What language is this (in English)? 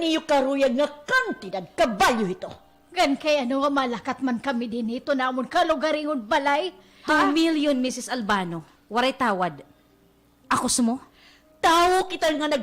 Waray